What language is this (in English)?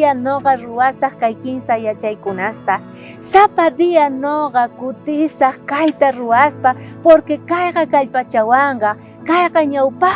South Bolivian Quechua